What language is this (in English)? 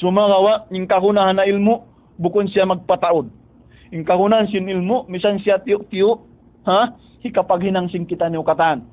Tausug